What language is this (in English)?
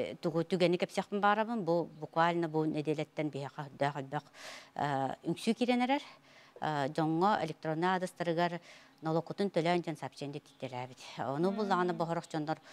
Yakut